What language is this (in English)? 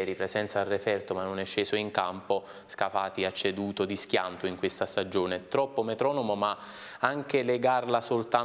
Italian